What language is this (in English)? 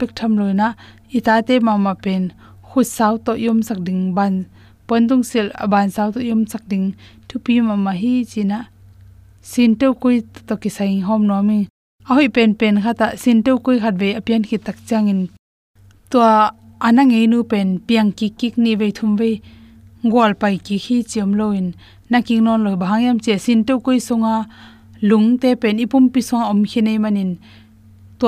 Tedim Chin